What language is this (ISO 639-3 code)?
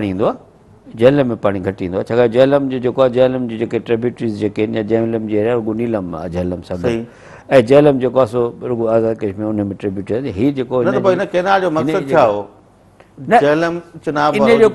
snd